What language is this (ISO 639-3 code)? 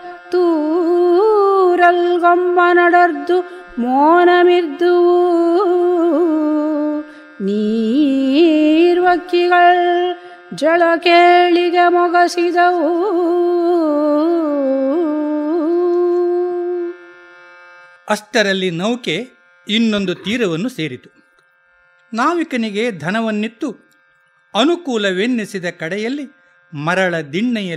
kan